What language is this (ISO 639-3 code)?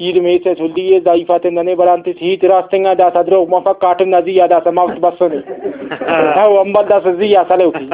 brh